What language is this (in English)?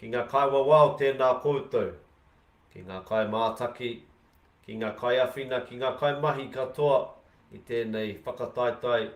Māori